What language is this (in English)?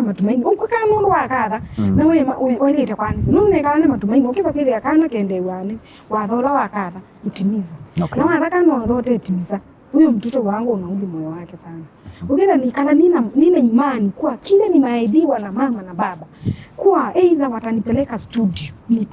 Kamba